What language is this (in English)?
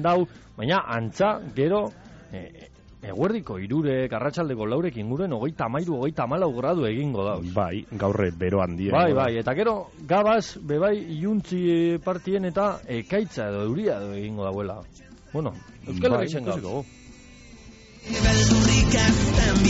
Basque